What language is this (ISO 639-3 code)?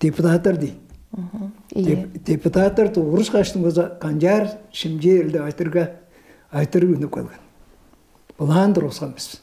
tyv